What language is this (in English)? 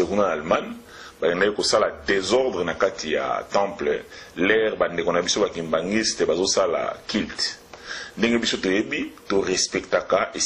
Lingala